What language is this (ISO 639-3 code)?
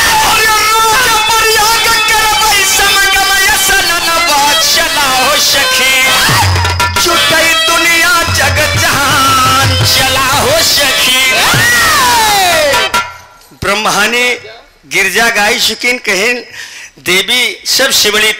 bho